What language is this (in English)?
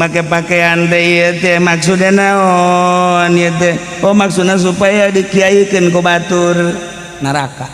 Sundanese